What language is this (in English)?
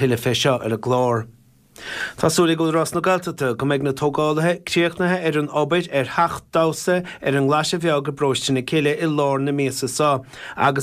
Irish